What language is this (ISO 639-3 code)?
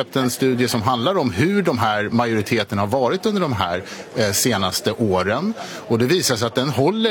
swe